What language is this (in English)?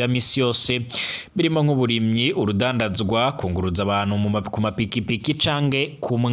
Rundi